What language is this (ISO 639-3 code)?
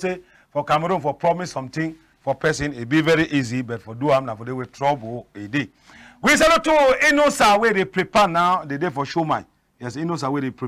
wes